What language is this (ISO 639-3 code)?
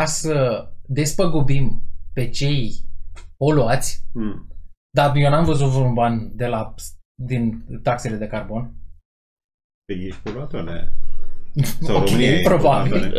ron